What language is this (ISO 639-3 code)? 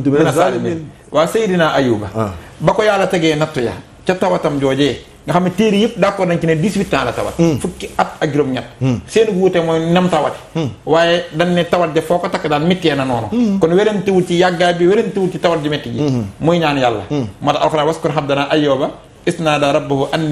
wol